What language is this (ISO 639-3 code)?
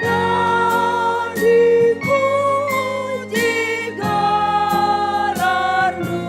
btx